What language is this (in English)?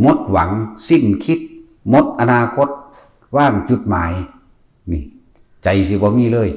Northeastern Thai